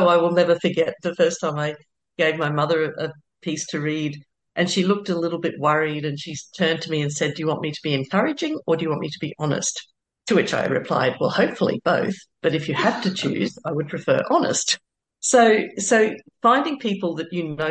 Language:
English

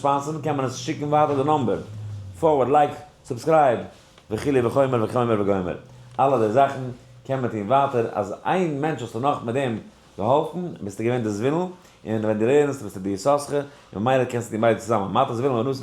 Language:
Yiddish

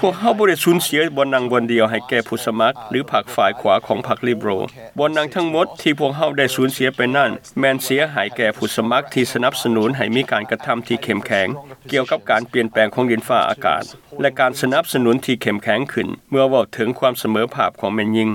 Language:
Lao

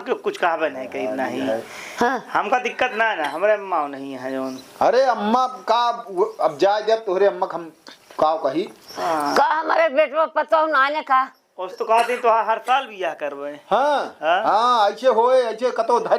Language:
Awadhi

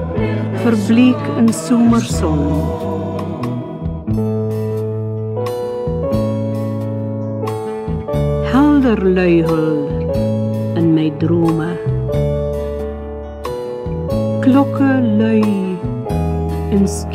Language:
Afrikaans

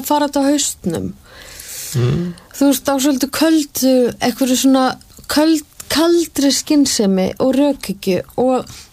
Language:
Icelandic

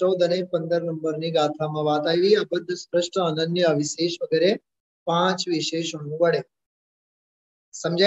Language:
Gujarati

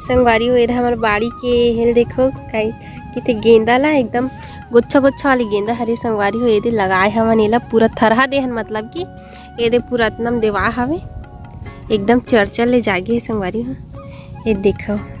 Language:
Chhattisgarhi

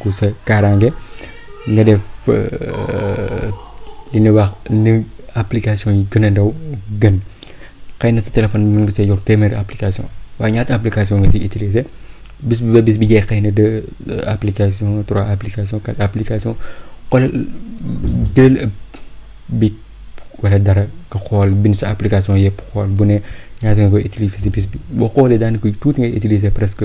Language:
Wolof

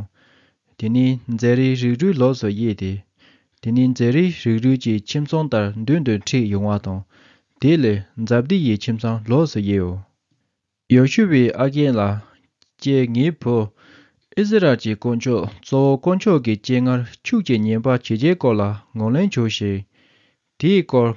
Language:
Tibetan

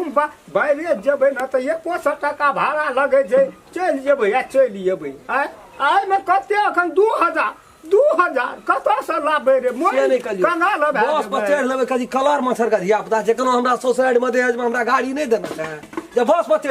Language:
Maithili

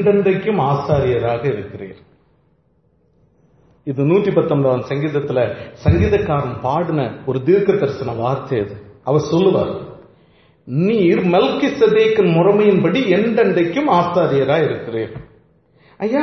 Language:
Tamil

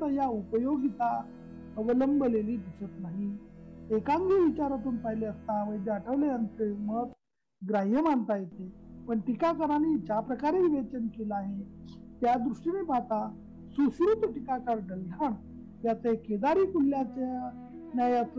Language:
Marathi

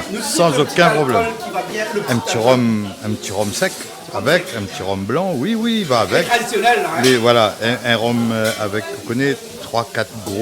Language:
Réunion Creole French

